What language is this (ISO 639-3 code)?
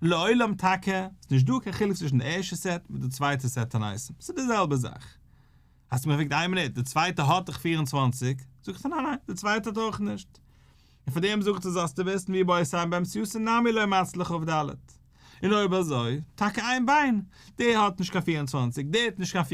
yid